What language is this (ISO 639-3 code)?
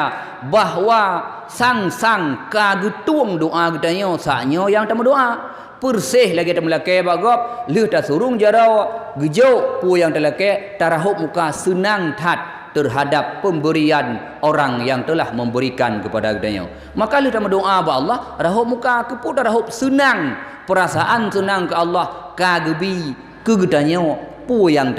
ace